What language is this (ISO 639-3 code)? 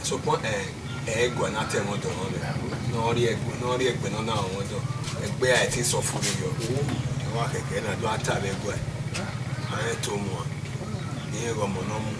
bin